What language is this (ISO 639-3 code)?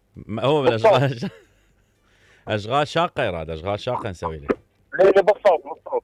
acm